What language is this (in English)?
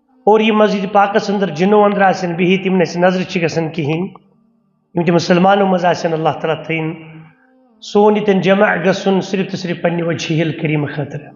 Kashmiri